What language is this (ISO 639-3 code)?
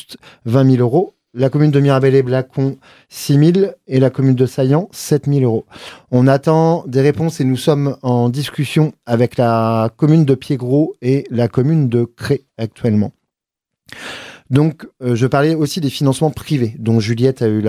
fra